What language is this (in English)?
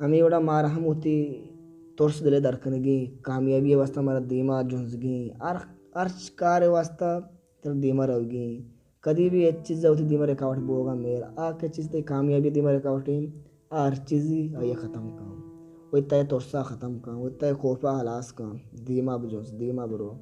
Baluchi